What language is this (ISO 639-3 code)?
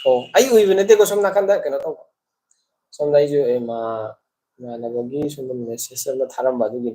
mni